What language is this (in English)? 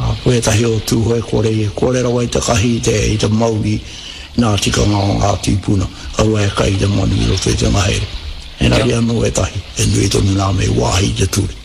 Māori